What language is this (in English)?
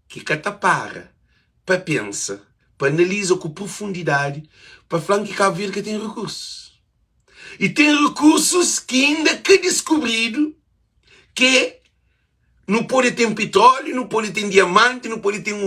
Kabuverdianu